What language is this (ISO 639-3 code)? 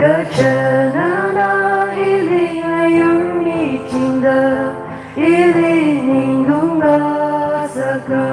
nmf